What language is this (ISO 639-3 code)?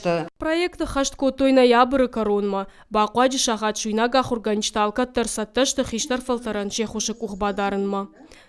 oss